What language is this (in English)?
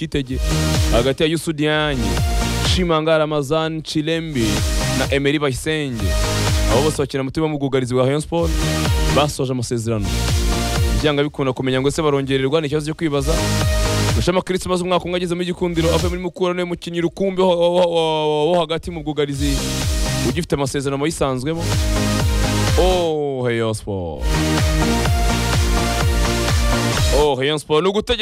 Kinyarwanda